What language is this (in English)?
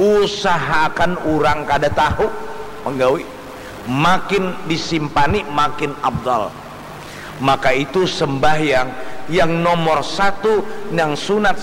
Banjar